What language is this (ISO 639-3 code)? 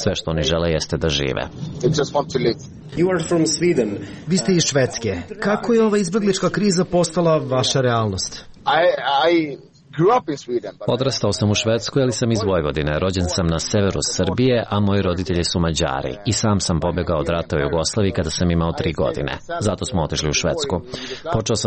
srp